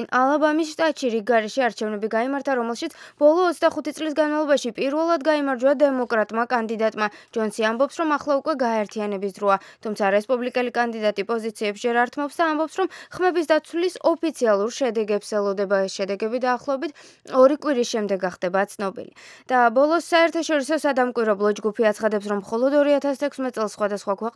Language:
Georgian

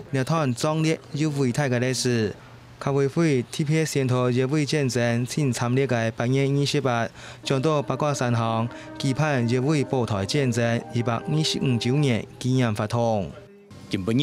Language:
Hakka Chinese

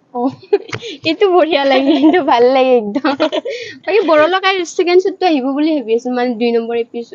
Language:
Assamese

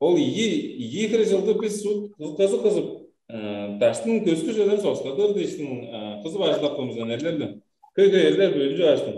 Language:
Tuvinian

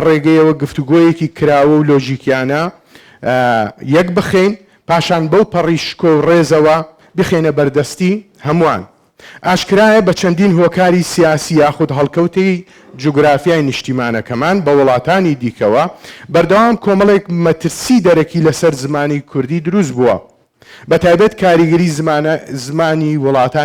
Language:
Central Kurdish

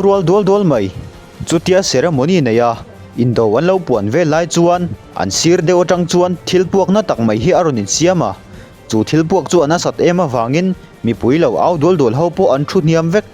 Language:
Mizo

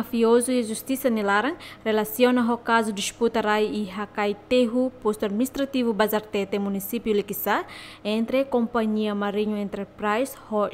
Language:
Tetum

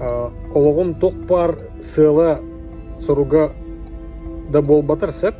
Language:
Yakut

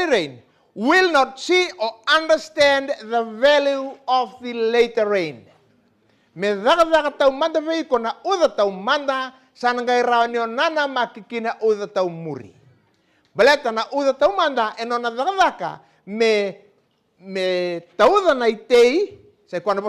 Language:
Fijian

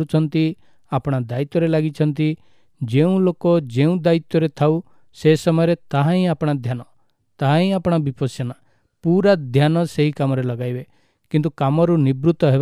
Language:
Odia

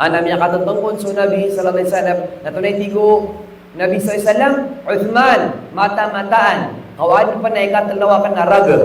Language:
Maranao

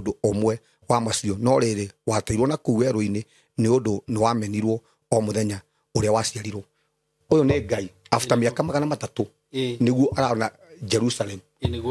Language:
Kikuyu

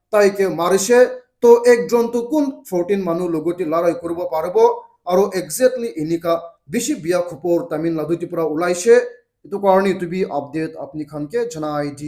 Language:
Naga Pidgin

